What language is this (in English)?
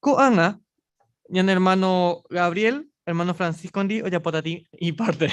Guarani